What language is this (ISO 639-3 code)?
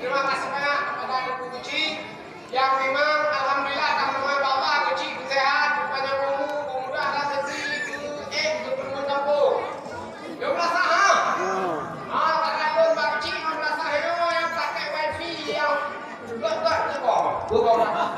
ace